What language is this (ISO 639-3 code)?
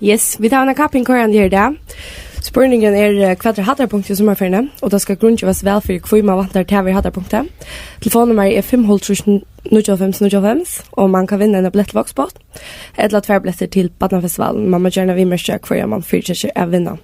fao